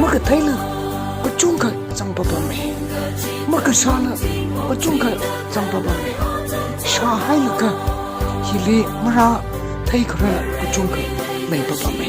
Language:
Tangkhul Naga (India)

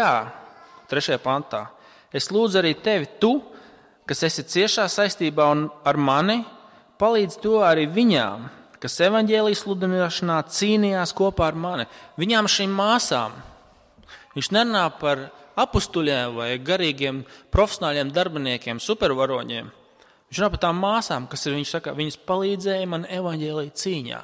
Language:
Latvian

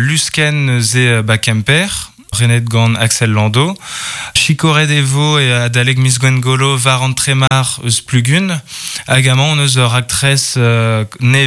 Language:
Breton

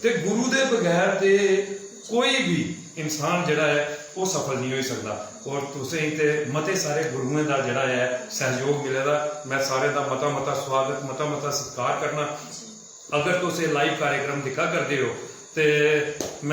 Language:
Dogri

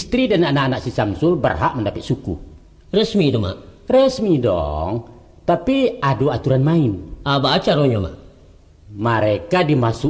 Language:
Minangkabau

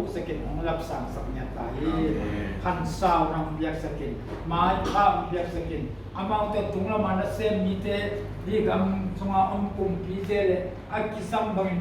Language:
Tedim Chin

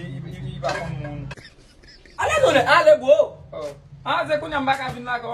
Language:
Haitian Creole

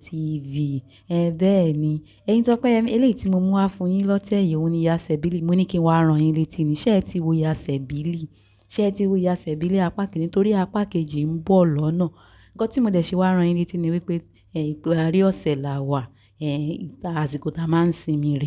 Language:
Yoruba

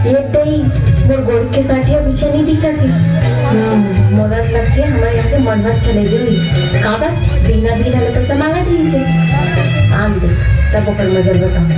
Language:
Chhattisgarhi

